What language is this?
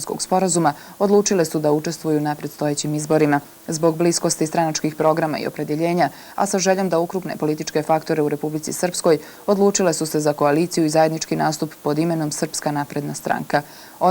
Serbian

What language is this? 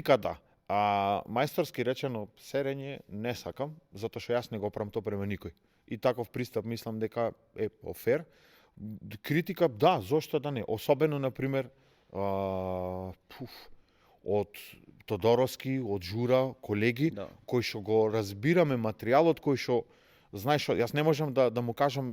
Macedonian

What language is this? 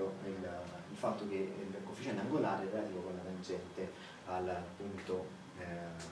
Italian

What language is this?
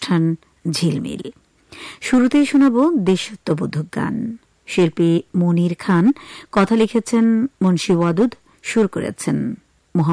Bangla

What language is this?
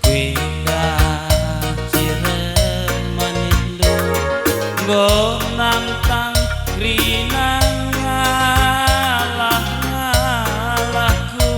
Batak Karo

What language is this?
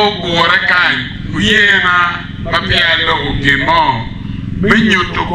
Acoli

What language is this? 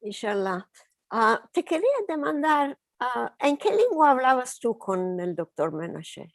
Ladino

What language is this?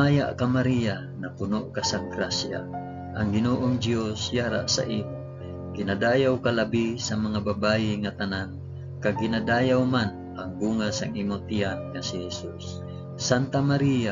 Hiligaynon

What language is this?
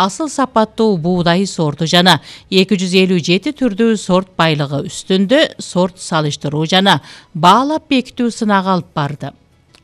Kyrgyz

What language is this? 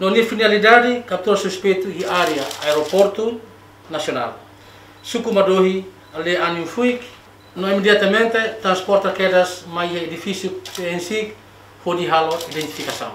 Tetum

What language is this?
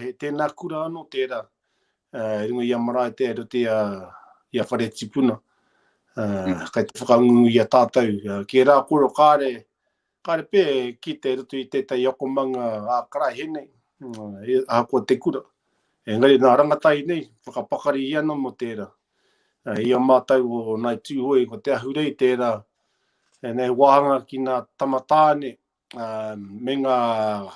Māori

